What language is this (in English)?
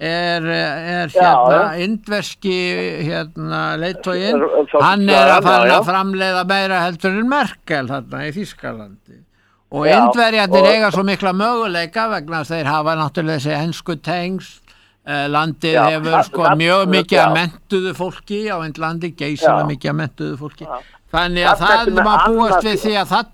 Icelandic